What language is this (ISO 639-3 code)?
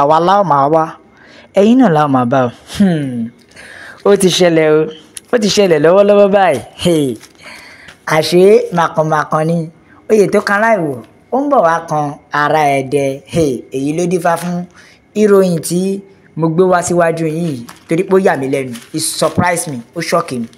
yor